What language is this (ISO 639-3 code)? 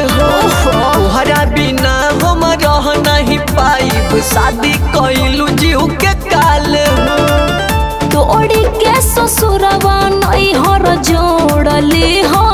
bho